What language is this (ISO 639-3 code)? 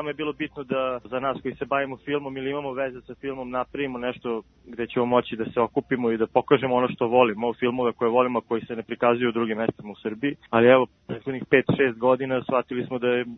srp